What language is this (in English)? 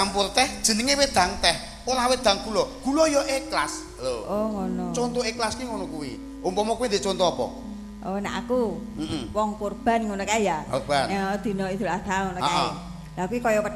Javanese